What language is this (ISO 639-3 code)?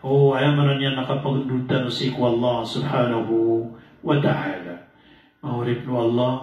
mrw